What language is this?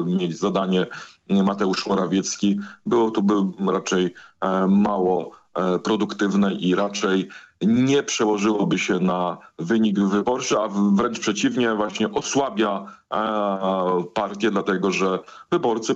Polish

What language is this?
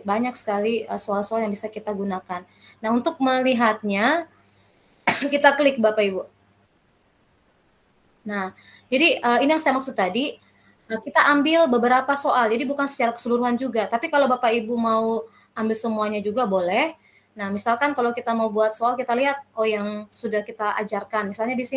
Indonesian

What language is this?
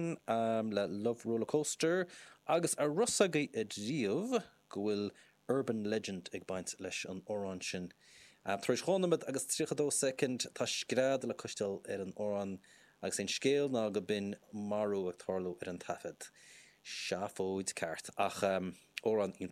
Irish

